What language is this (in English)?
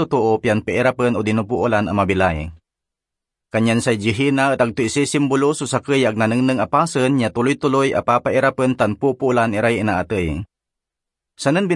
Pangasinan